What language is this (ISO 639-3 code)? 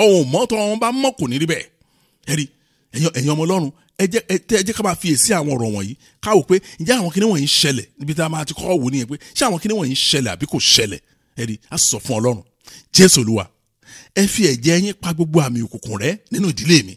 yor